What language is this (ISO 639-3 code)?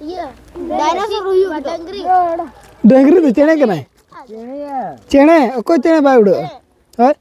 sat